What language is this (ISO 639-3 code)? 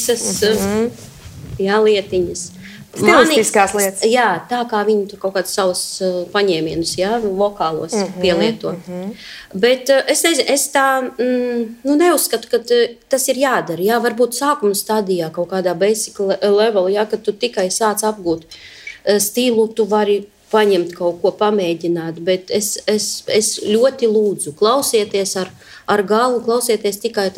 lav